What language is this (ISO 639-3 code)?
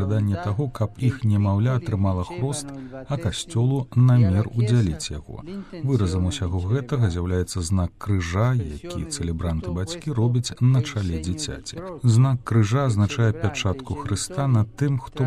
bel